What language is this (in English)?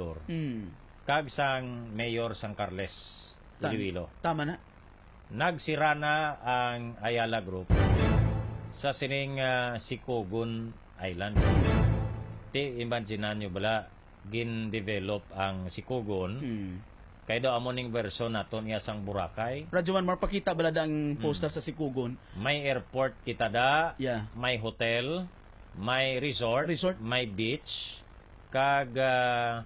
Hiligaynon